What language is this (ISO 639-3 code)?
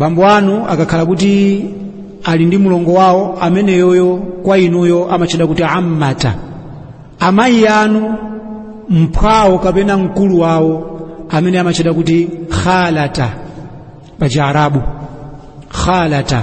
nya